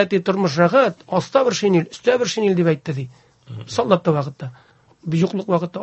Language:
Tatar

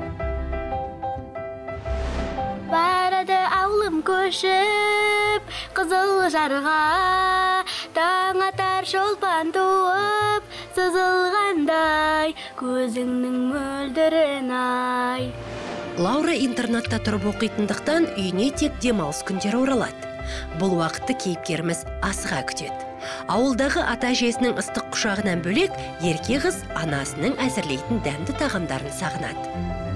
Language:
Kazakh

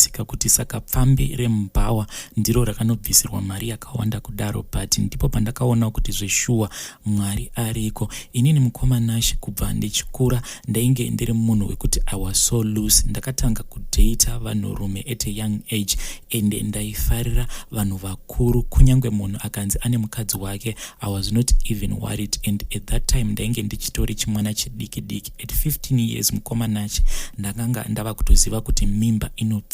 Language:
Shona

